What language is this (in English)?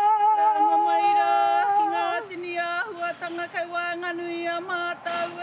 Māori